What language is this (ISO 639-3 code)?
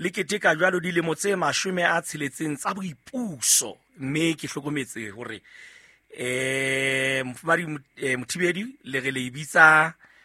sot